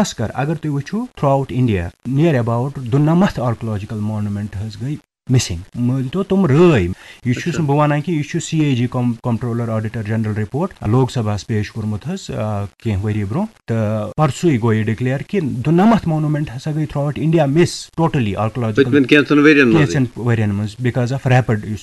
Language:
Kashmiri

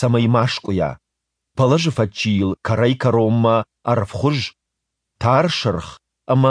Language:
Ossetic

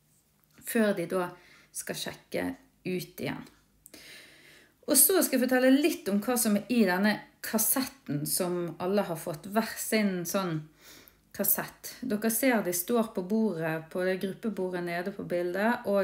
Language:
Norwegian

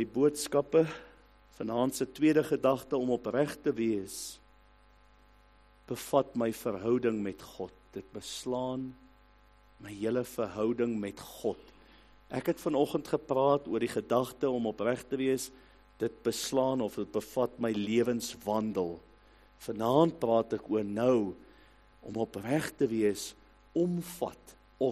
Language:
Afrikaans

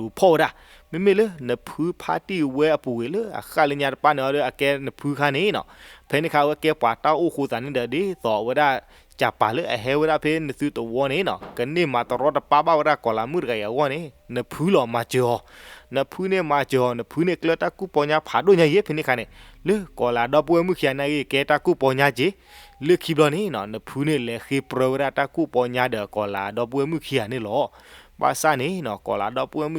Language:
S'gaw Karen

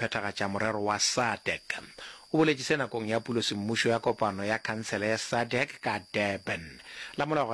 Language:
Northern Sotho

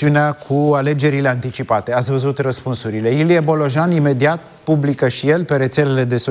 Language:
Romanian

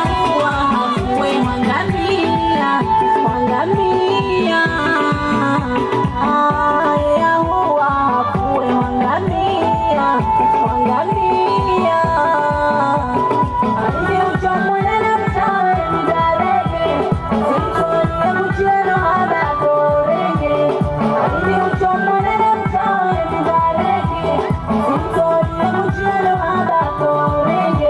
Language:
Swahili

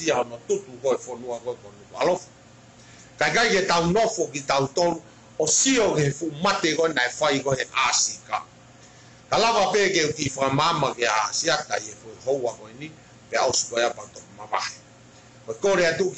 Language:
Tongan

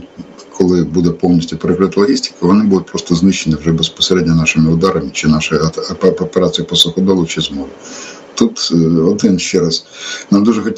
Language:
Ukrainian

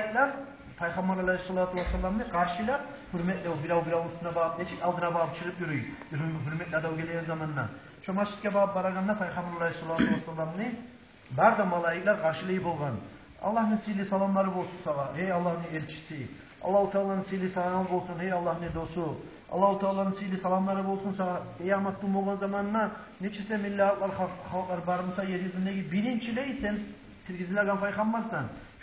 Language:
Kumyk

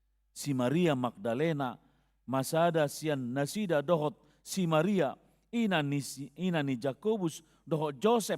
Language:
Batak Toba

